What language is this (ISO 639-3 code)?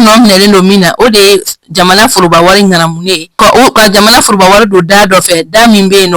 bam